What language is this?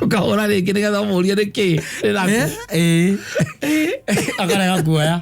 Kikuyu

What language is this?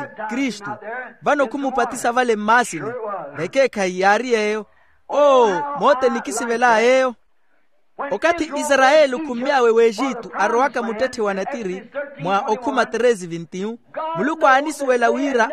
Makhuwa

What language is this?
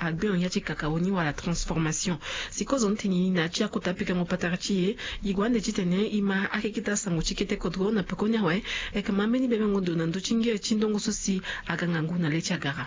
Sango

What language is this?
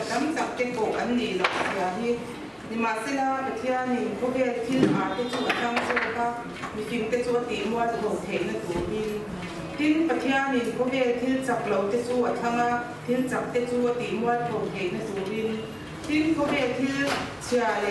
Mizo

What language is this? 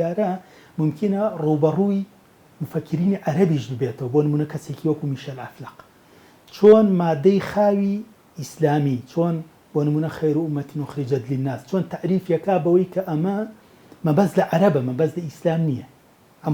Central Kurdish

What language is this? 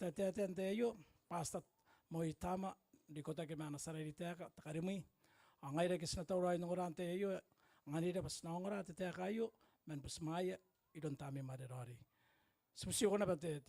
Gilbertese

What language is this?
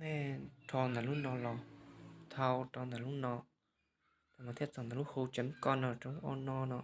Hmong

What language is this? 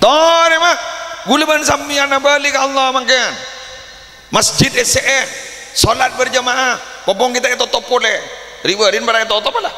Madurese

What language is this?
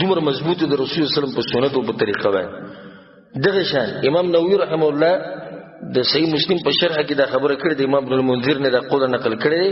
Pashto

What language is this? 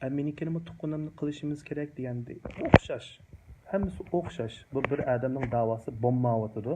Uyghur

